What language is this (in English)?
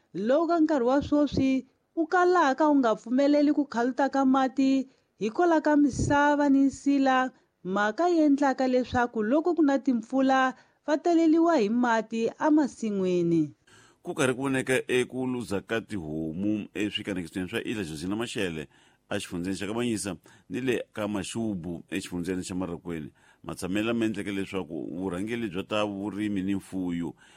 Tsonga